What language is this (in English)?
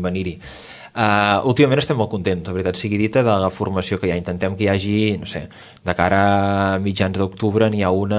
Catalan